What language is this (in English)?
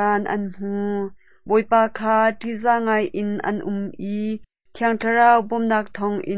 Hakha Chin